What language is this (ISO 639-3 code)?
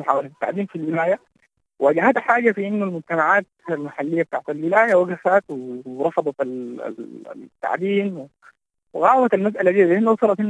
apd